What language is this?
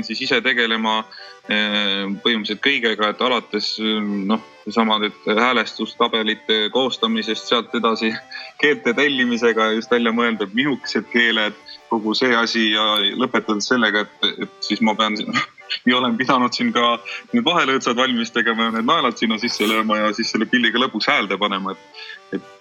Estonian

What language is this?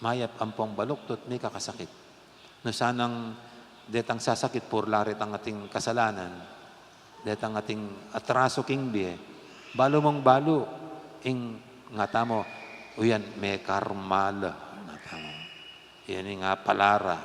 Pampanga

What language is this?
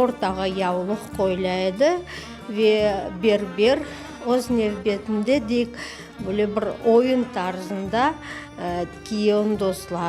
Crimean Tatar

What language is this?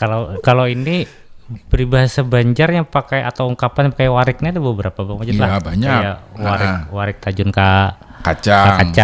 Banjar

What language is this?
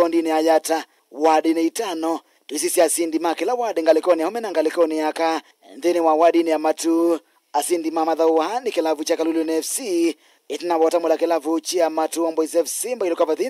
Kamba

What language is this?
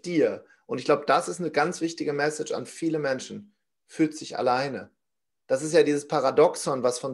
German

